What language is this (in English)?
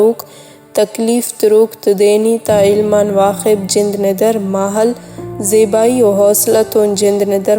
Brahui